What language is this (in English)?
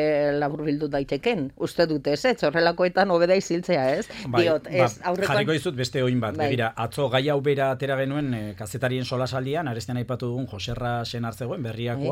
Basque